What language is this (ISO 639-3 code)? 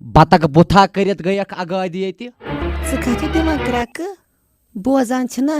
kas